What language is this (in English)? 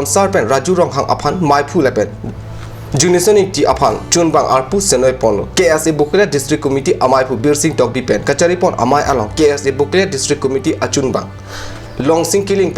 Karbi